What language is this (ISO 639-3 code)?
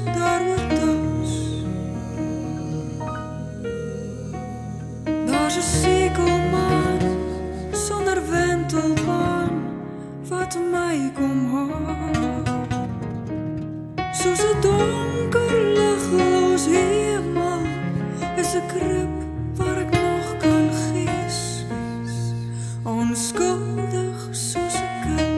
afr